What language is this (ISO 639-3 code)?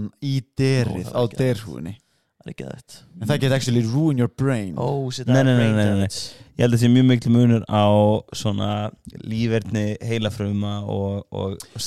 isl